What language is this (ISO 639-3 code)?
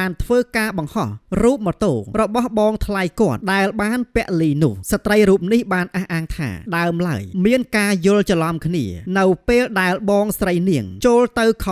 khm